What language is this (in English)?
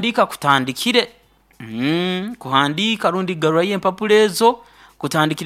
Nyoro